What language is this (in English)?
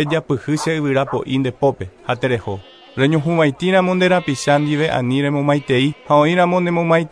Guarani